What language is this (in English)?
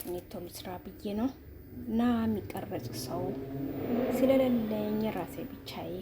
Amharic